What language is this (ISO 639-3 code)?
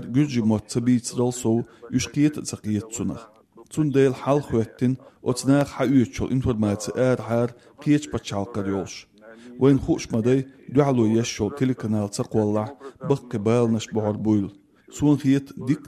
che